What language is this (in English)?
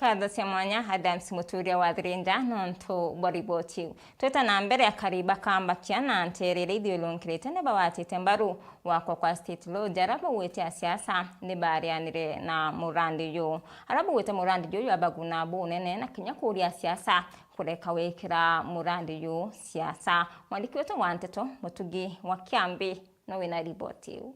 Meru